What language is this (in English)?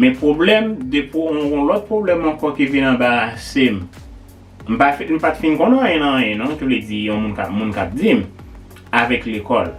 Haitian Creole